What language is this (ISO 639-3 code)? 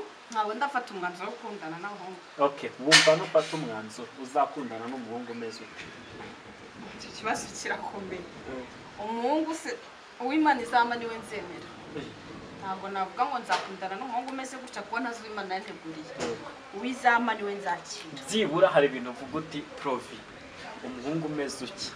kin